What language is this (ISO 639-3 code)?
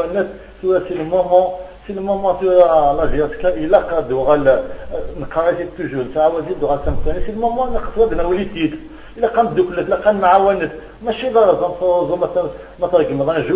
kab